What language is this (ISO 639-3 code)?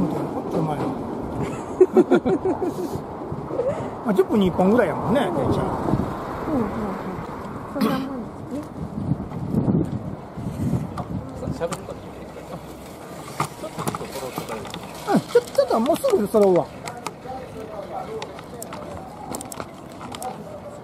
jpn